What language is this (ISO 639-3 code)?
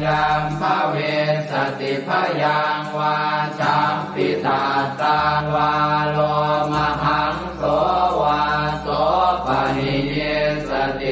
pli